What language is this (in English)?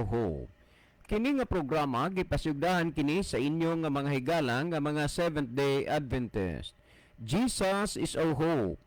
Cebuano